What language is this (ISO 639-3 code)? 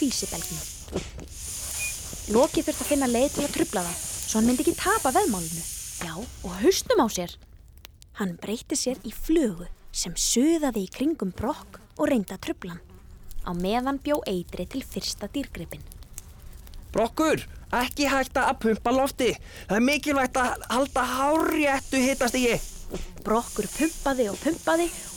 isl